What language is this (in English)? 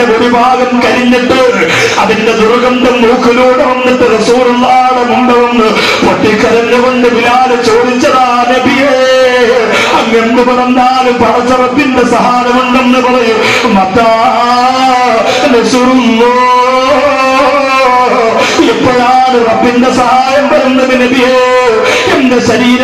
Malayalam